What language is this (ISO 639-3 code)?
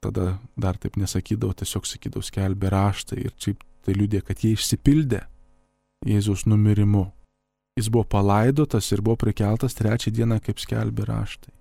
lit